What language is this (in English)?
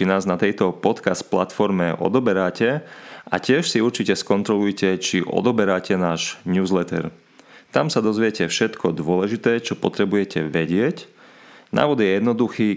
Slovak